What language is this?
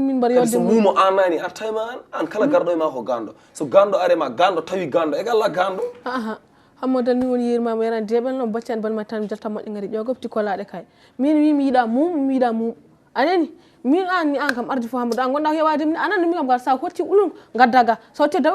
Fula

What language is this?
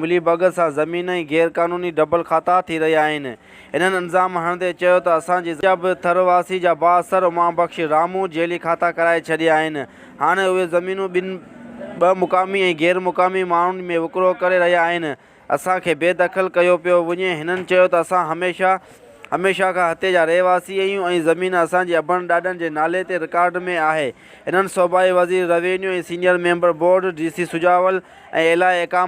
Sindhi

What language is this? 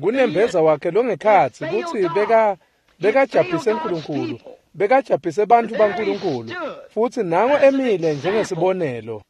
Swati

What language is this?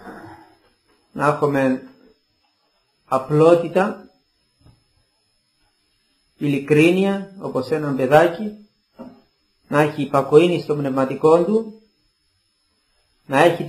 Greek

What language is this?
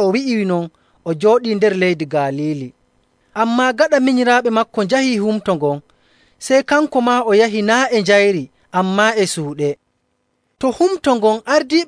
Nigerian Fulfulde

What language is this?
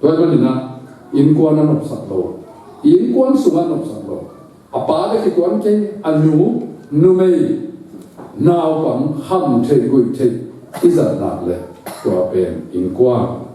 Tedim Chin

